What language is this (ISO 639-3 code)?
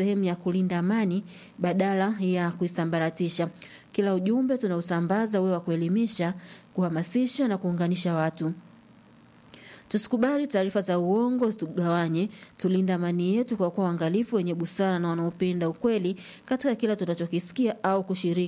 swa